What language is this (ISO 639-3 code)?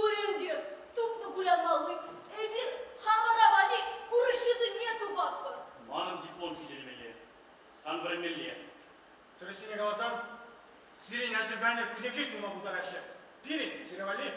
chv